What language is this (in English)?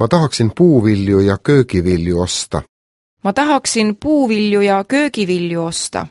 Estonian